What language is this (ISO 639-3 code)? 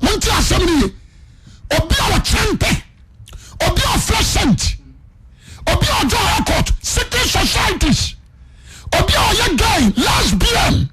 aka